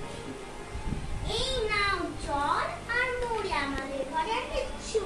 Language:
Bangla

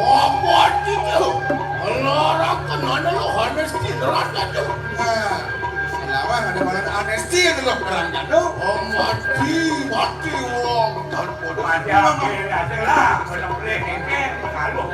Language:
Balinese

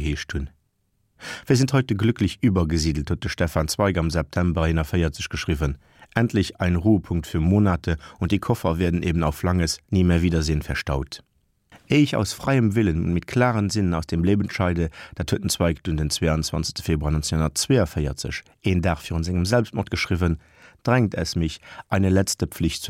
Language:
Luxembourgish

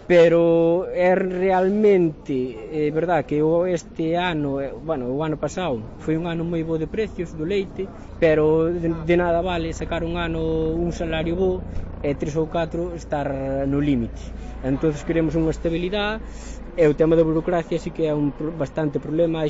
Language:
Galician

